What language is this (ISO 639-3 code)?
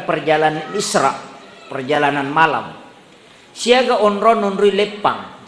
bug